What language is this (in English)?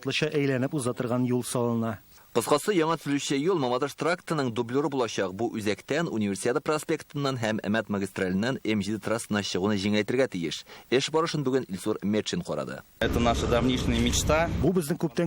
Tatar